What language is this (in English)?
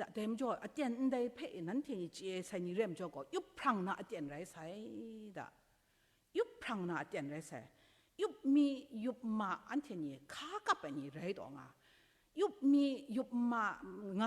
Kachin